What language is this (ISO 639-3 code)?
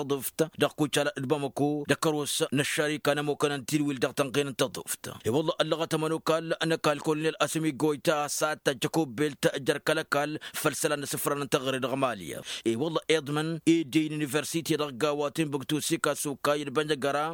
taq